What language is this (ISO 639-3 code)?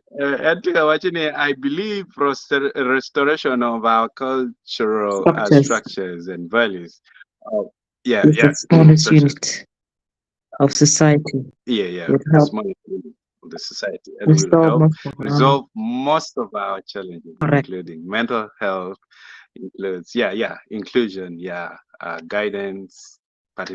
ach